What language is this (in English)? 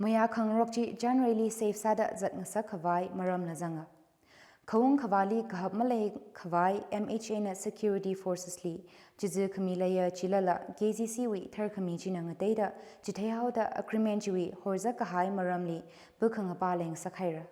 Tangkhul Naga (India)